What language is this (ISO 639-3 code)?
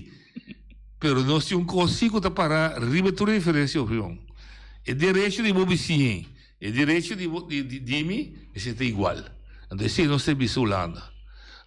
pap